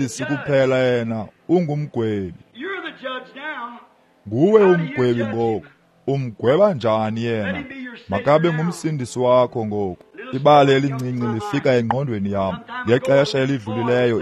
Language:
Xhosa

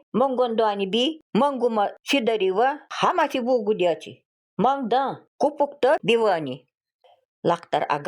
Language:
Nanai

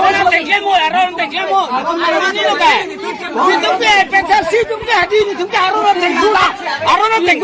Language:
Karbi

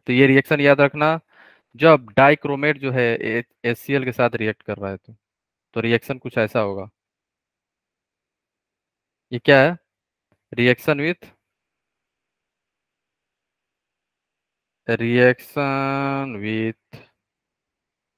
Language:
Hindi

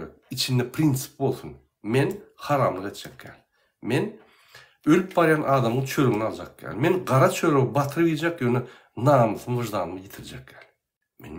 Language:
Turkmen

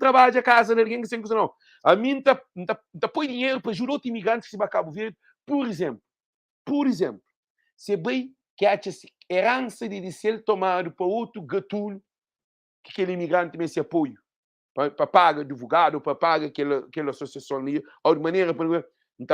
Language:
Kabuverdianu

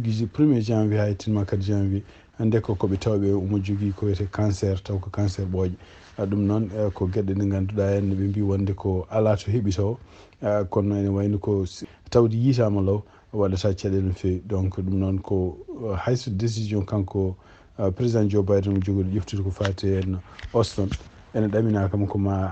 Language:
Fula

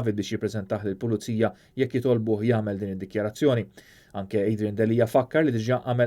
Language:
Maltese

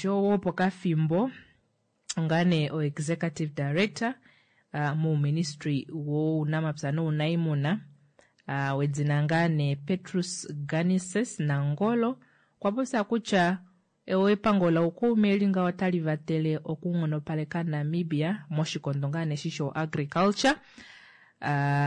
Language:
Kuanyama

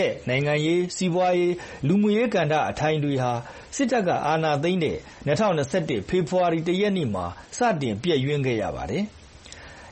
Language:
Burmese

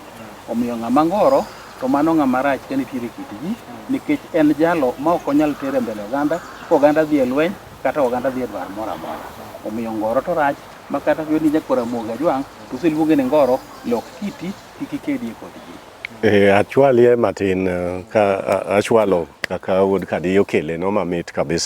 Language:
Luo (Kenya and Tanzania)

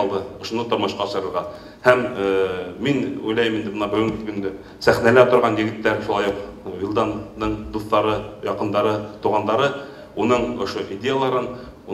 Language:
Bashkir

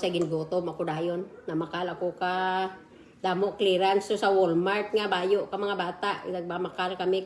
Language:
Hiligaynon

